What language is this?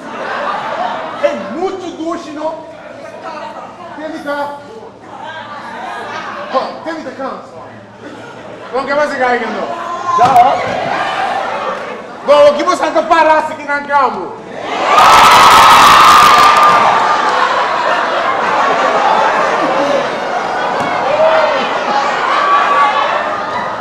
Papiamento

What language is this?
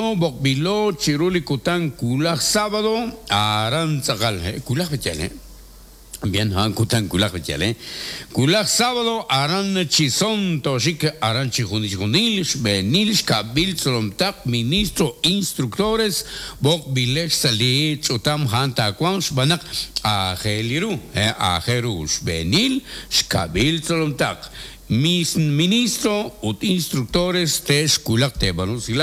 Kekchí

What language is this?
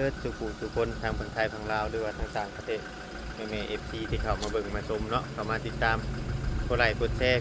Northeastern Thai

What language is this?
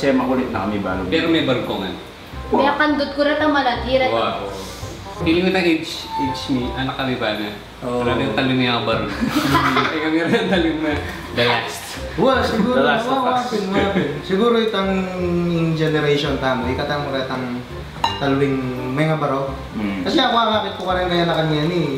Pampanga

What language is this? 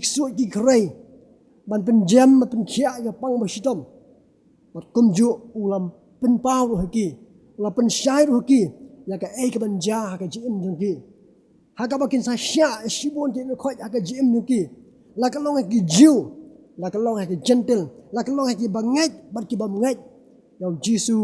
Khasi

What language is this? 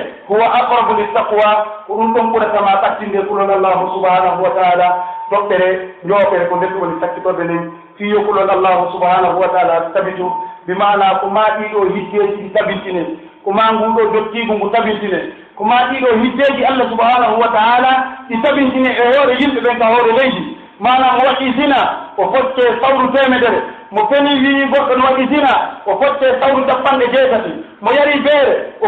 Pular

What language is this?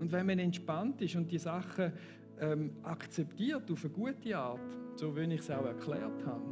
Swiss German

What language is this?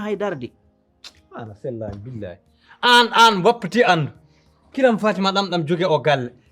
Fula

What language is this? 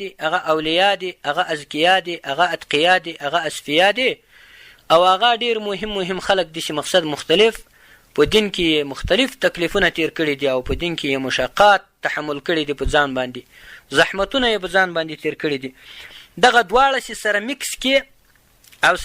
Pashto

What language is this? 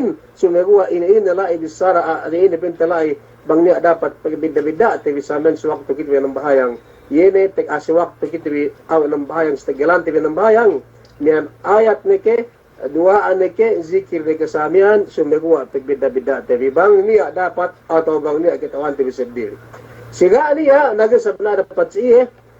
Yakan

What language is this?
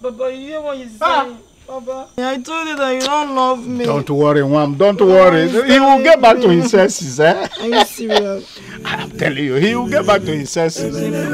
Nigerian Pidgin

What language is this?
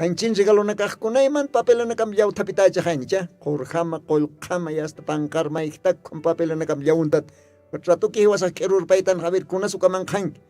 Aymara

